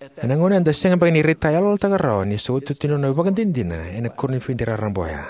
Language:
Fijian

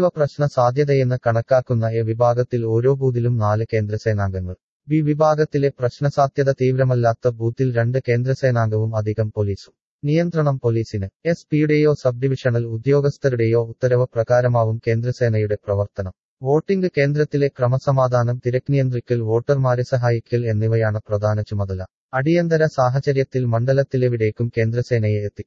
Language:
Malayalam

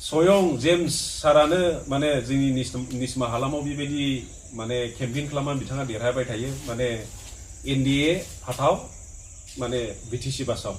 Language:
Bodo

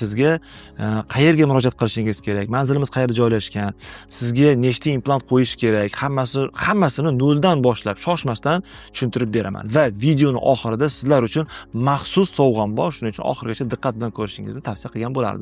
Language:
Uzbek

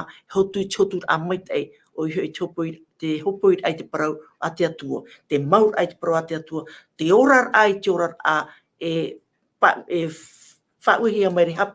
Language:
Tahitian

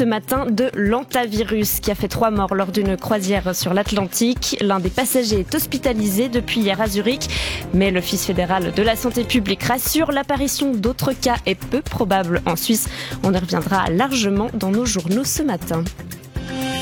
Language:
French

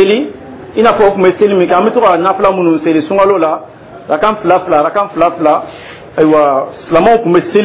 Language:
Dyula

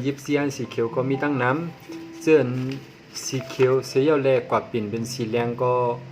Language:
Shan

